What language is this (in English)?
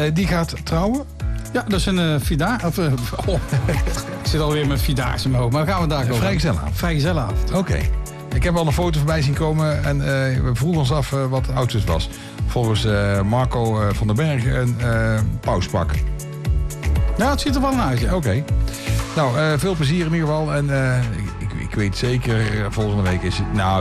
Dutch